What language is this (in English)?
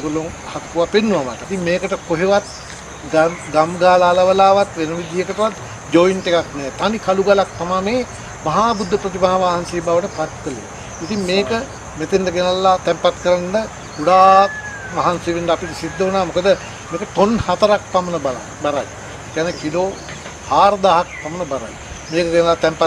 Sinhala